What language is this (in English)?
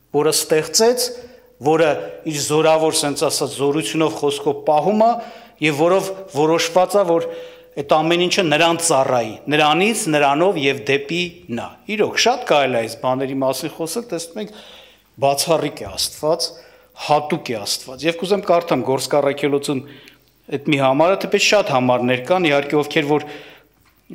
Armenian